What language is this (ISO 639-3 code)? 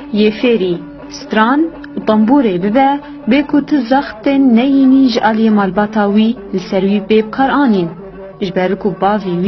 kur